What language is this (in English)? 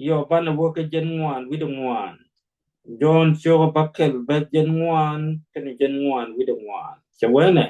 Nuer